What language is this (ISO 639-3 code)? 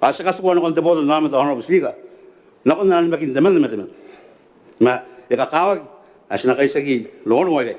gil